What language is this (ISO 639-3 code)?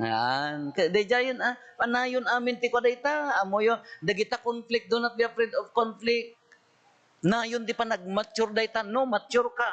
ilo